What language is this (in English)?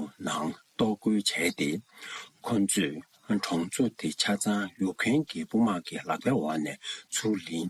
Tibetan